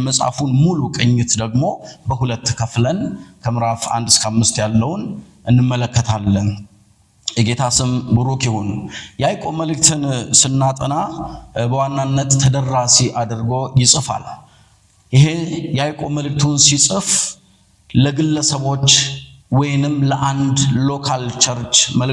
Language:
Amharic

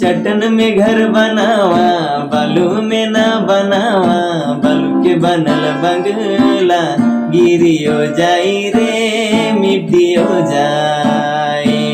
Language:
Sadri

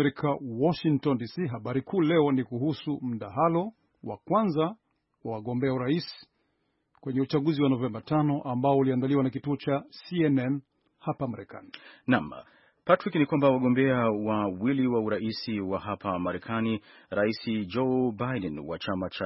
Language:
Swahili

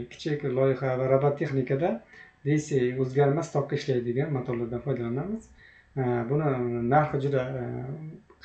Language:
Uzbek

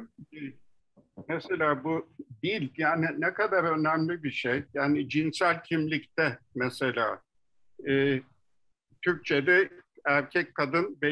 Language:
Turkish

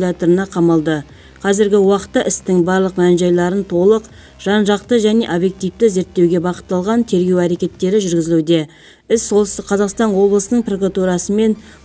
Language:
Kazakh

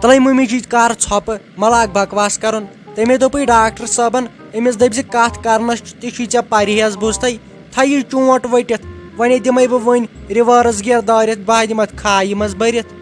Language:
Kashmiri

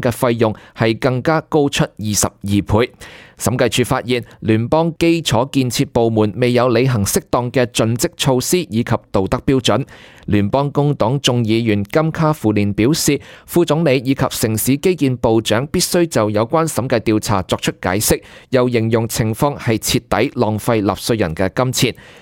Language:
Cantonese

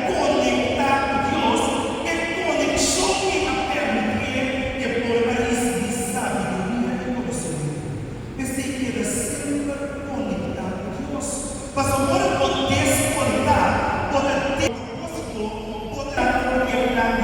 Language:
Papiamento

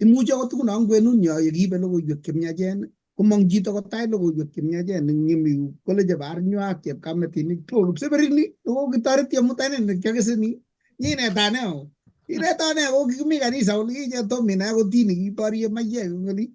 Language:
Kalenjin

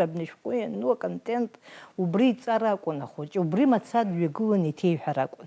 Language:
Abkhazian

